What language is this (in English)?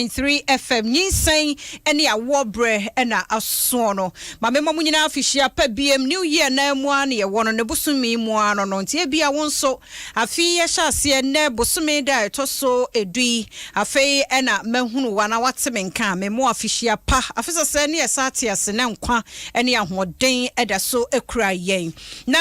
Akan